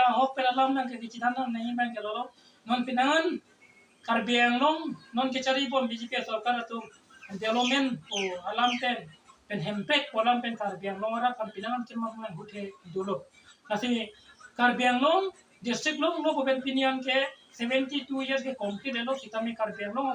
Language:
Karbi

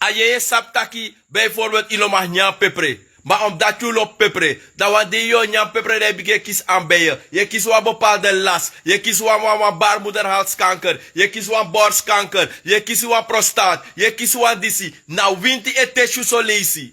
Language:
Sranan Tongo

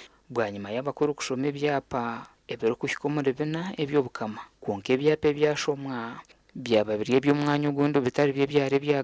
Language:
Nyankole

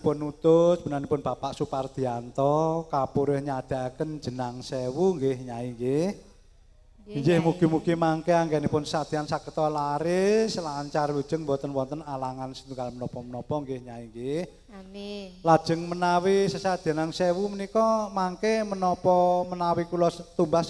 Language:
Javanese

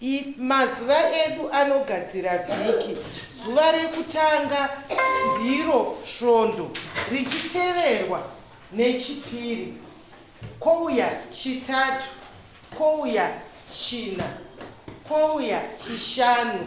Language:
Shona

